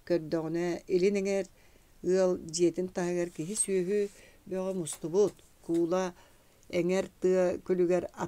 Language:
Yakut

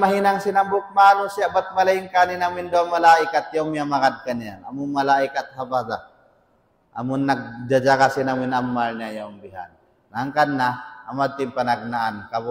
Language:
Tausug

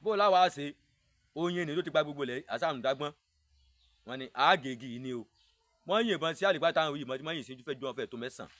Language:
Yoruba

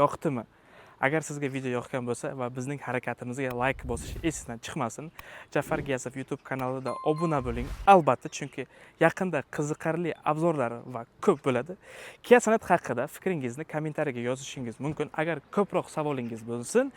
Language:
Uzbek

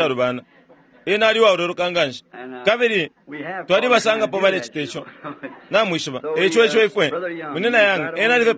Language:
Bemba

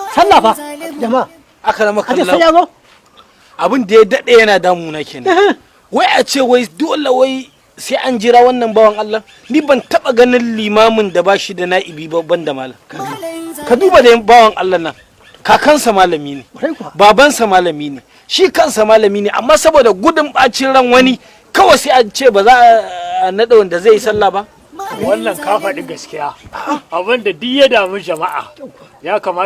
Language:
Hausa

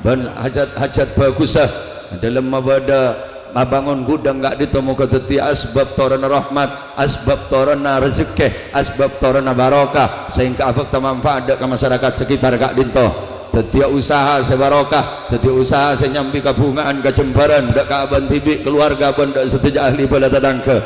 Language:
Madurese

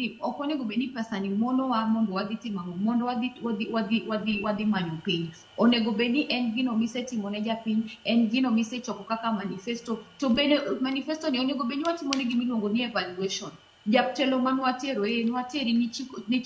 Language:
Luo (Kenya and Tanzania)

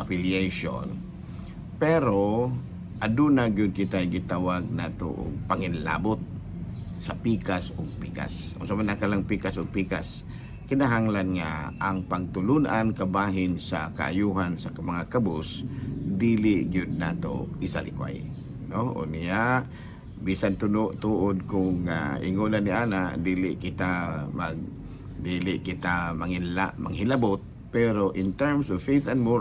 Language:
Cebuano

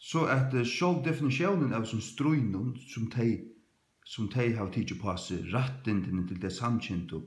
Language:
Faroese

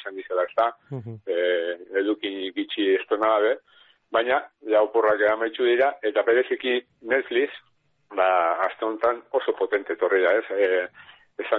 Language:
Basque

